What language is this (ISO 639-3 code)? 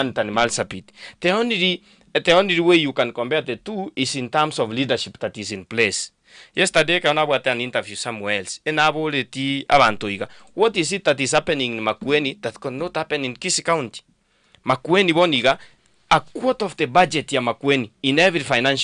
guz